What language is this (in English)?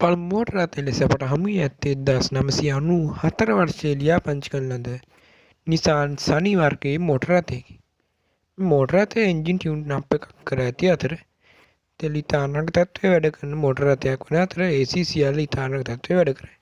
Sinhala